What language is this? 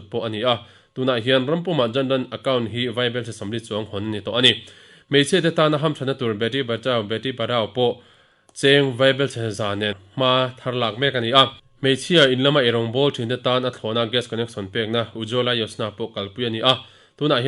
Mizo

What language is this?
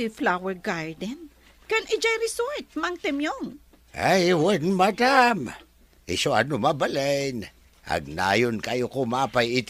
Iloko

